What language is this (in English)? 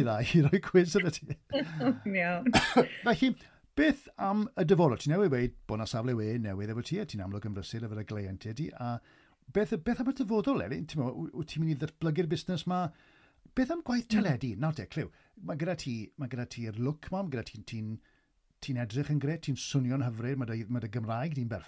Welsh